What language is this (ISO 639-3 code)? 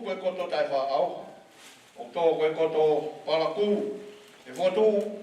ton